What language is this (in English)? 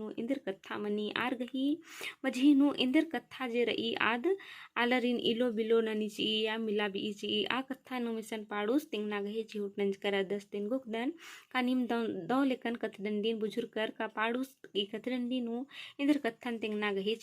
Kurukh